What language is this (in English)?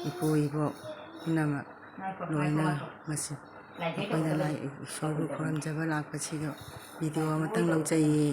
Manipuri